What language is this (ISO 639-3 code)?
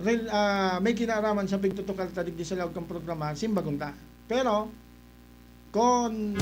bik